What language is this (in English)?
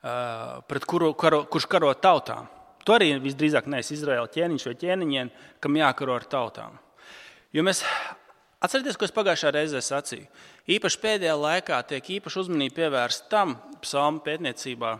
Latvian